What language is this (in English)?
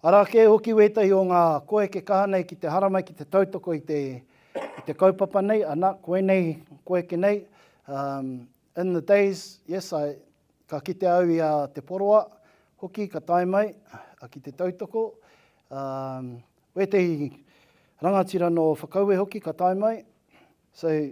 Māori